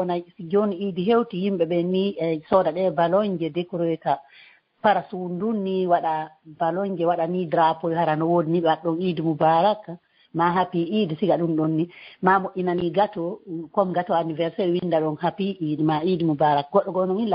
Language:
Fula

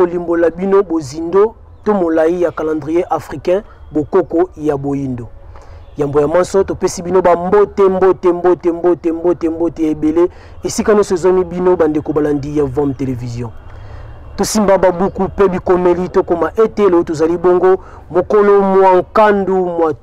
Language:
Lingala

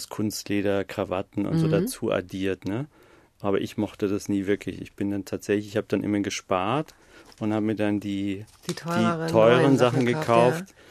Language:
German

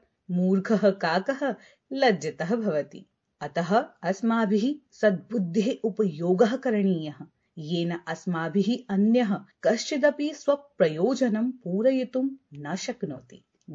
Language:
Sanskrit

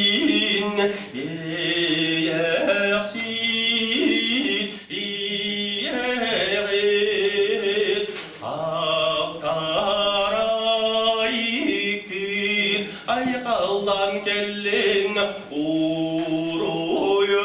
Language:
Yakut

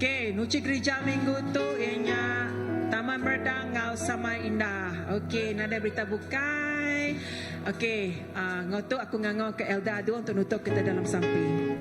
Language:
Iban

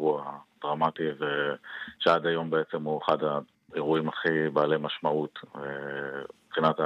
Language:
Hebrew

